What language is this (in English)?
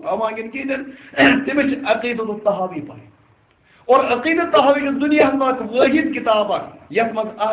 Kashmiri